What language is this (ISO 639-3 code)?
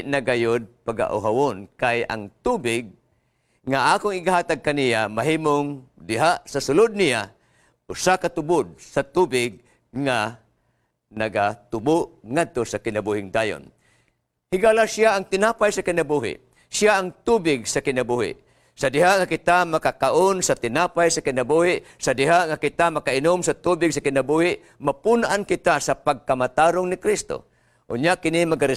ceb